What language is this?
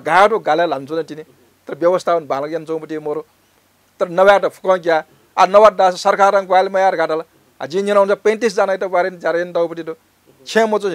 Newari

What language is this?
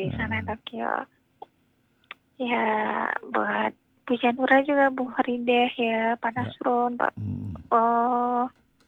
Indonesian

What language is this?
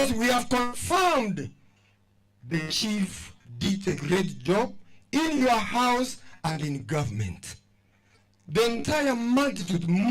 Gusii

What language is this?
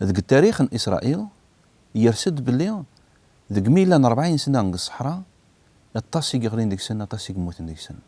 Kabyle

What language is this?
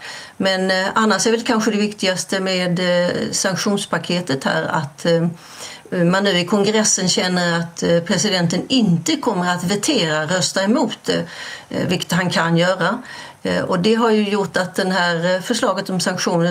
Swedish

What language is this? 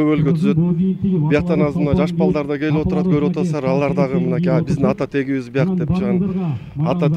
Kyrgyz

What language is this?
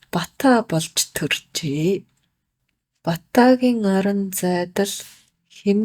Mongolian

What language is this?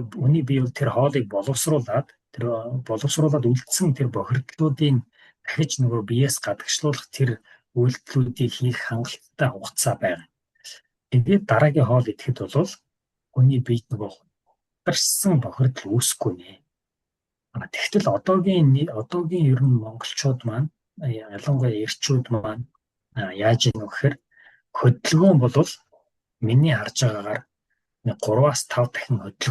Mongolian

